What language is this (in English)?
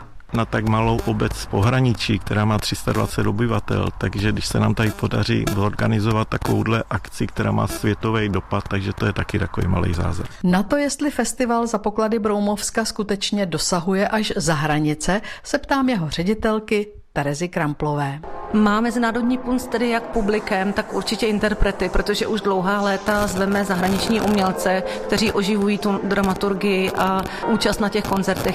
Czech